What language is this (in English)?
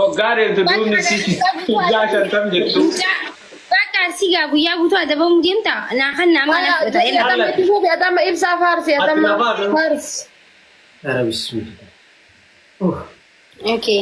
Oromo